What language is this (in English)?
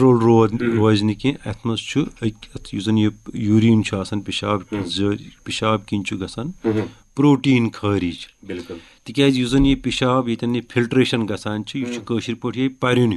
Kashmiri